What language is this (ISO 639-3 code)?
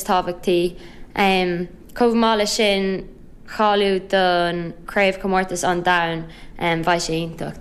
gle